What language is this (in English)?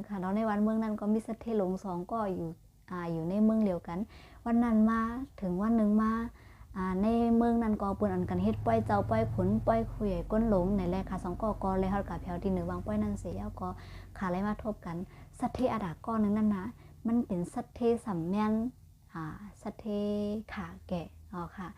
Shan